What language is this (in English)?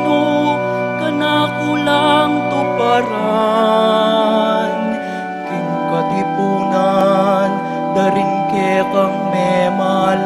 Pampanga